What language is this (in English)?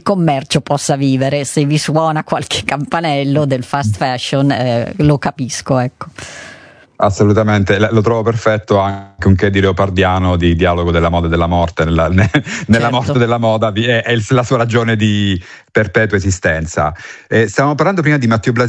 Italian